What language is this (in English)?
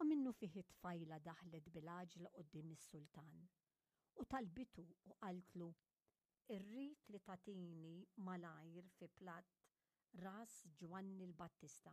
Maltese